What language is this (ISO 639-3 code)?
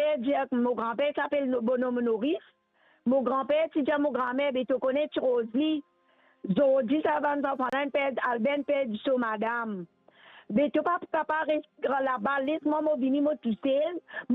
mfe